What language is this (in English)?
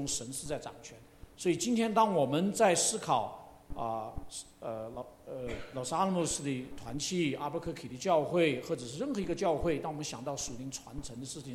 Chinese